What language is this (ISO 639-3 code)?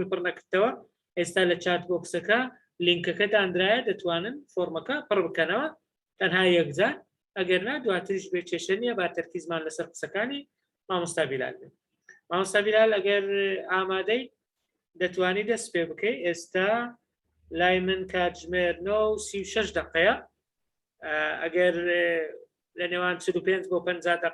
ckb